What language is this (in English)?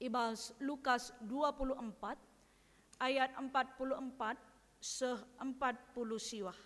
Batak Karo